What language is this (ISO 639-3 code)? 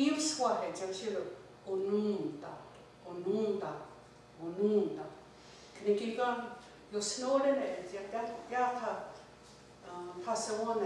moh